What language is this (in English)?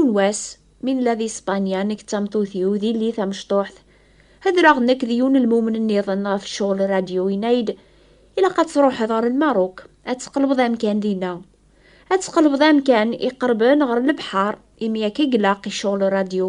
Kabyle